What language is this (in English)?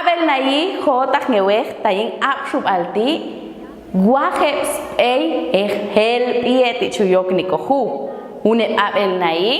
Popti'